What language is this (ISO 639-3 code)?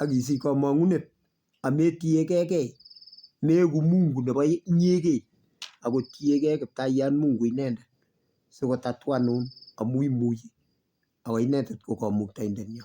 kln